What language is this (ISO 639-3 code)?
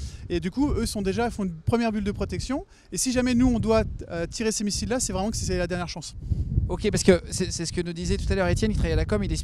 fra